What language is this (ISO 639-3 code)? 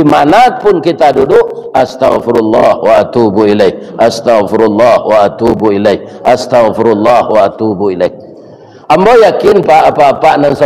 min